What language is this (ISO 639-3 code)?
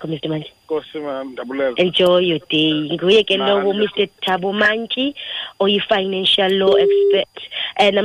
xho